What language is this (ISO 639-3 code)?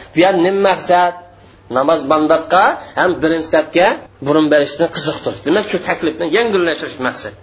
uig